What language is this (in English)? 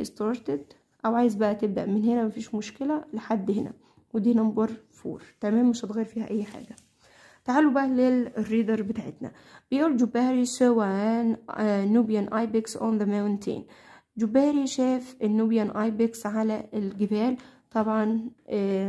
Egyptian Arabic